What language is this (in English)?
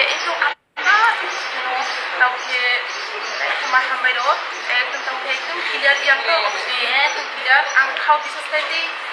Kok Borok